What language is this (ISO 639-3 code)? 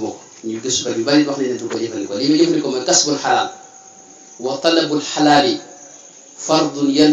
wol